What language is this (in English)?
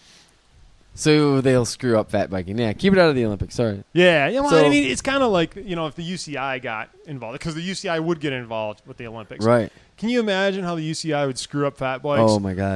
English